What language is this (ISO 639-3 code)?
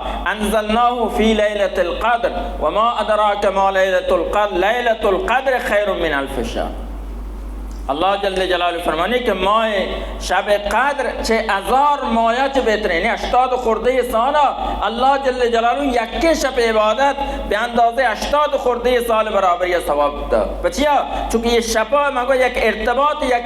bal